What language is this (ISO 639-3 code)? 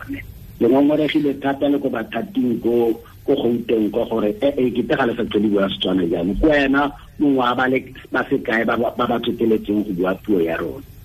tsn